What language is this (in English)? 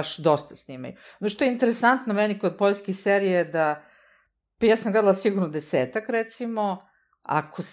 Serbian